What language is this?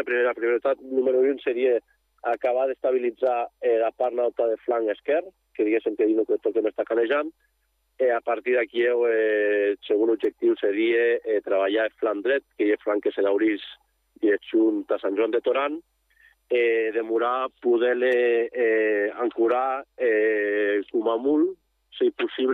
Catalan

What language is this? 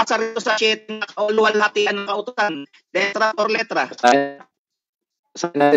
Filipino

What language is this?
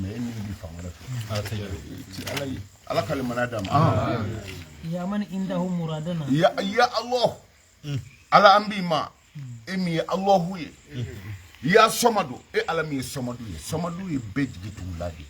Bambara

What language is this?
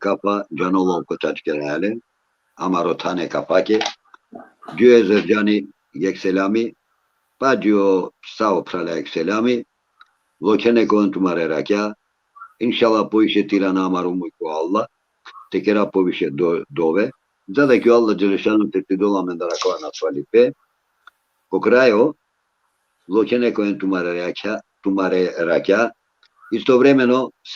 Balkan Romani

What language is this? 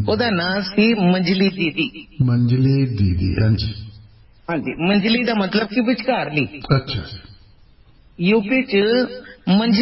Punjabi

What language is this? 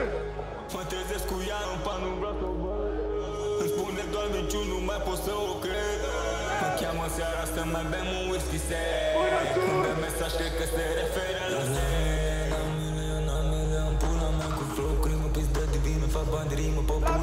Romanian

